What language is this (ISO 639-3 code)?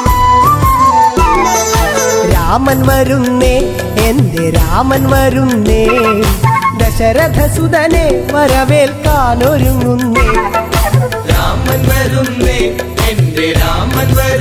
mal